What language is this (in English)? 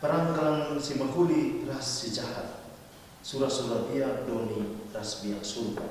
Batak Karo